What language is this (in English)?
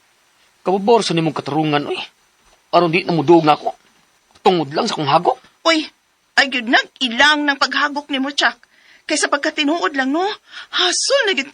Cebuano